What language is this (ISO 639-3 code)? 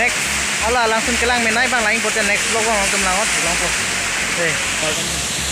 mjw